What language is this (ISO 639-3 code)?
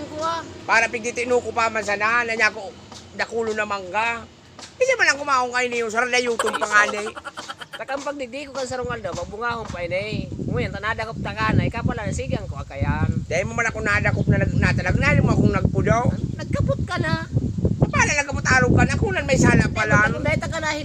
bik